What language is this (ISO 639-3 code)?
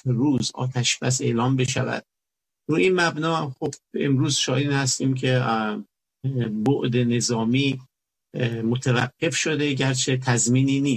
fas